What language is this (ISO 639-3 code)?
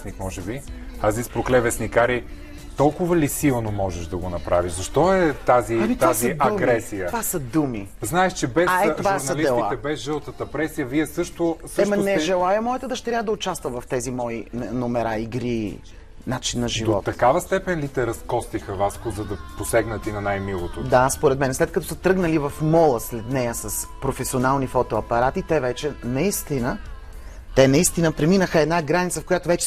bul